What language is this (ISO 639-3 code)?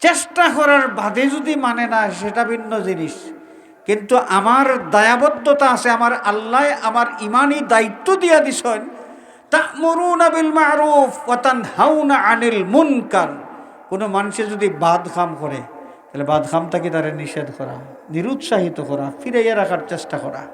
syl